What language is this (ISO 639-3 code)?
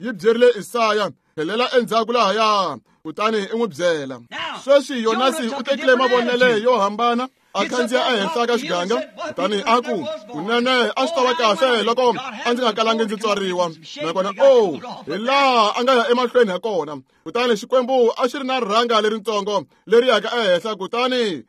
tso